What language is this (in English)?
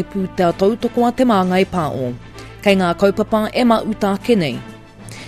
Māori